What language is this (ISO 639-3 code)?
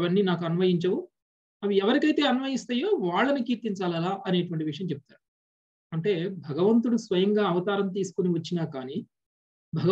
tel